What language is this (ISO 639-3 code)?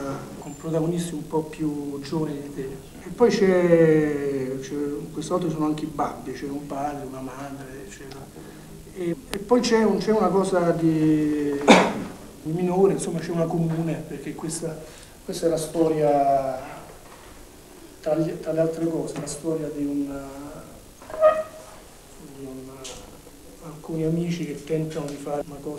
ita